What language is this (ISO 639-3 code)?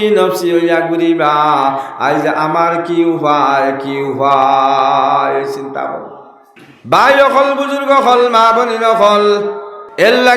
syl